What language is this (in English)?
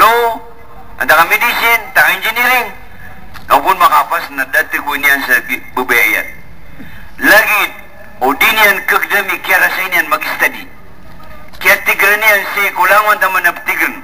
Maranao